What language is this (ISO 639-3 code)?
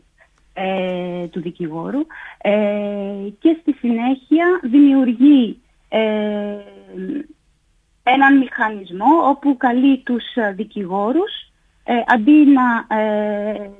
ell